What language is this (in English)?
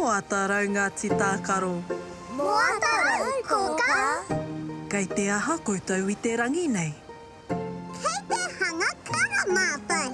Māori